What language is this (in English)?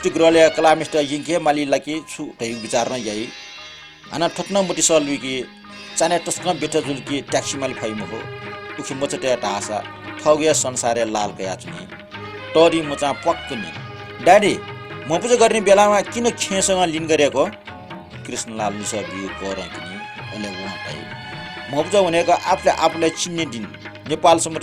Newari